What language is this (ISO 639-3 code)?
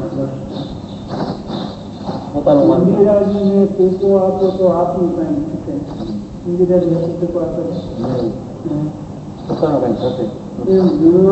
guj